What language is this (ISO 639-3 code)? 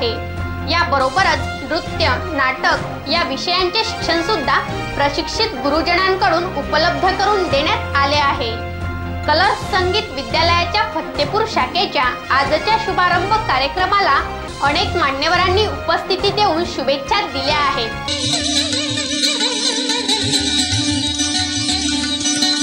mar